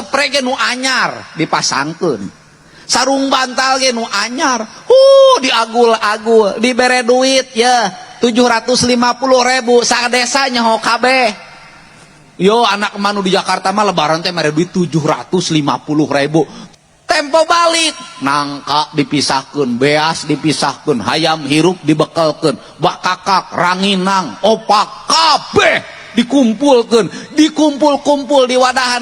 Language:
Sundanese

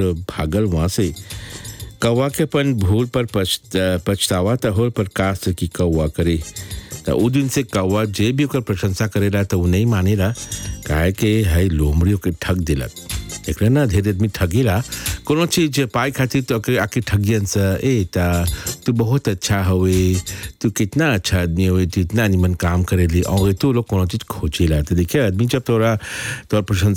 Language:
Bhojpuri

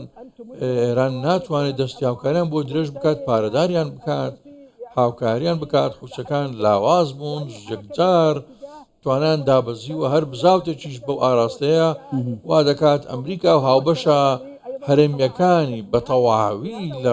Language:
Central Kurdish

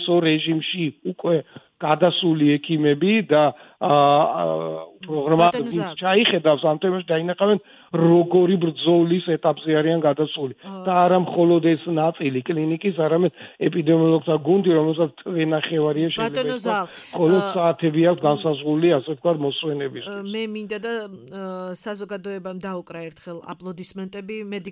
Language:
Georgian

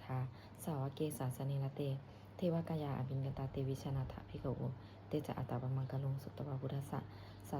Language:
Pali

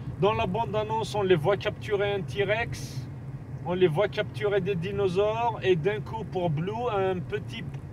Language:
French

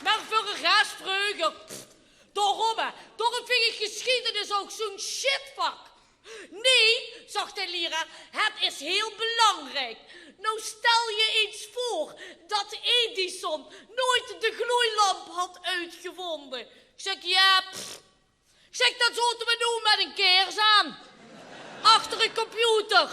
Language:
Limburgish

